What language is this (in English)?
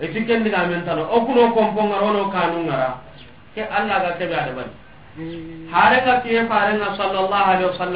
Soninke